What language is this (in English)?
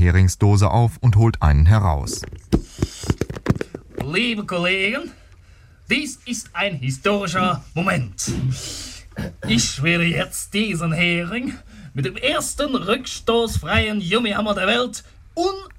German